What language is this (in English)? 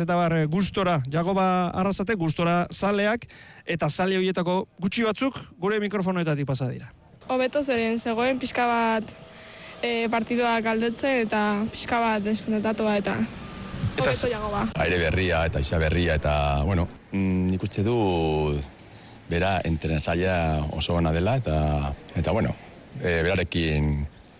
Basque